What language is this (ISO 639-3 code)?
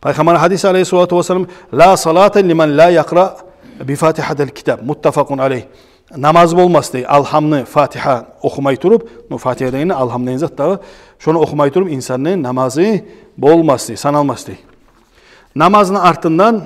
kum